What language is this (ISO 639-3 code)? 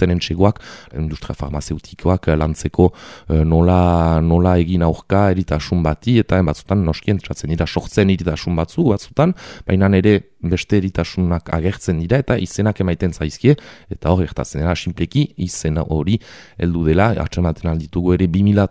eus